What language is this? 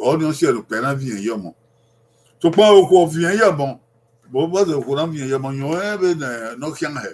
Bini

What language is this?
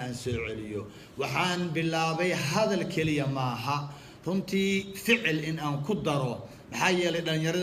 Somali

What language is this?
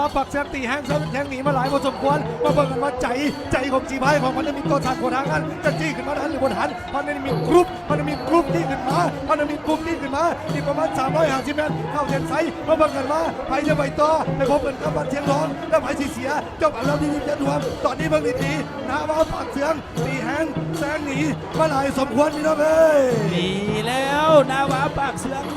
Lao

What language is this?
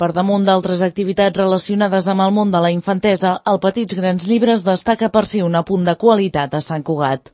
Catalan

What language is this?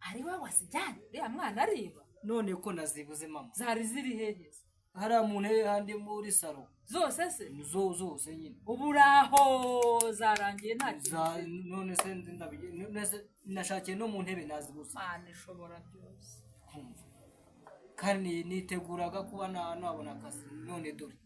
Kinyarwanda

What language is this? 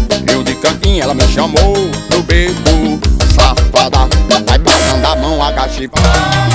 Portuguese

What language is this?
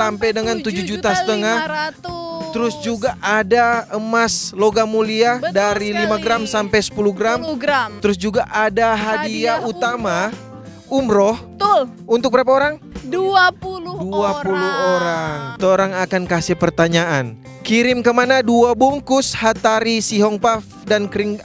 Manado Malay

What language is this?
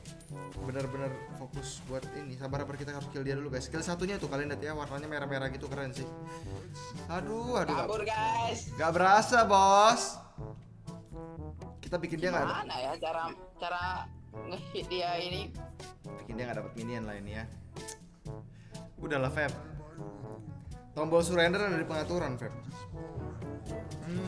Indonesian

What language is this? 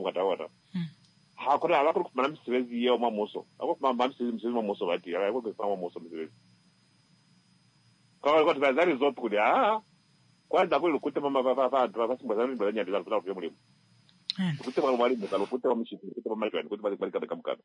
Swahili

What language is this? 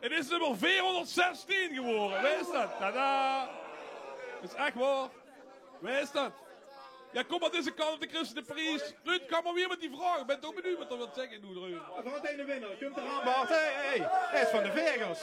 Limburgish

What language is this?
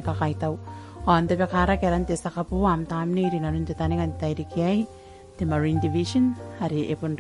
Gilbertese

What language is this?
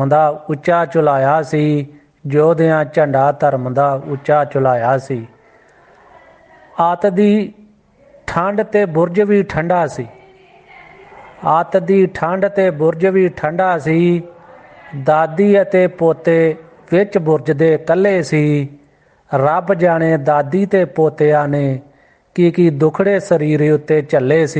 Punjabi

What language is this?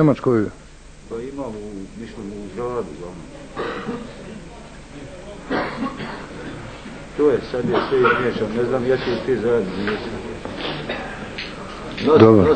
Bosnian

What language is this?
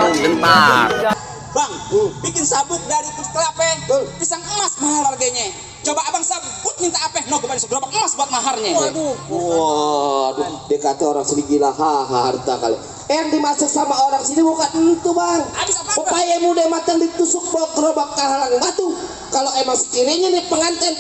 Betawi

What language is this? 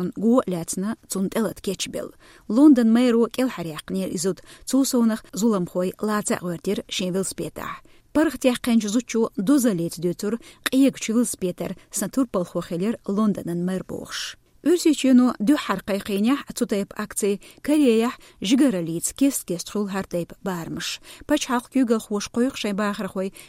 Chechen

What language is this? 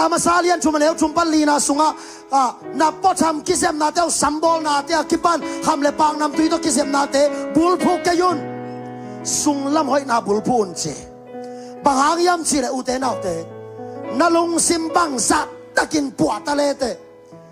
Tedim Chin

